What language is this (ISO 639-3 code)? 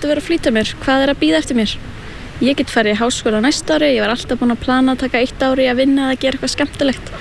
isl